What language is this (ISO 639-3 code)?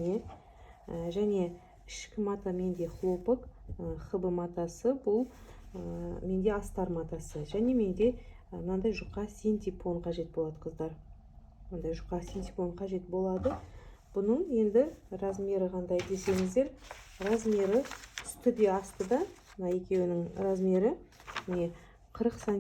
kaz